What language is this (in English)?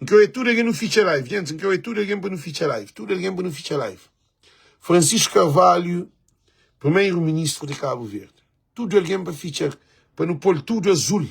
Kabuverdianu